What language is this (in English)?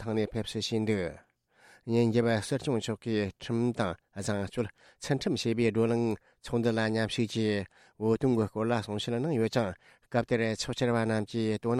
Tibetan